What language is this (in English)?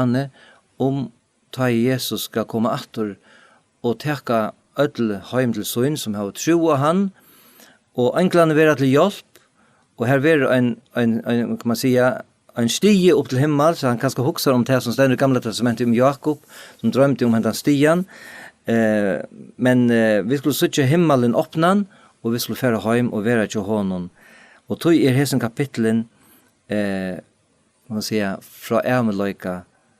Faroese